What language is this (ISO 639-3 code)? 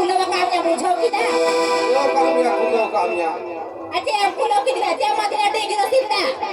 sat